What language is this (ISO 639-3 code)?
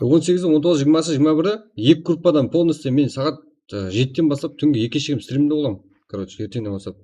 kaa